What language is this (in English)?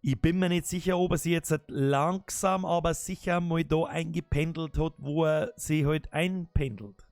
Bavarian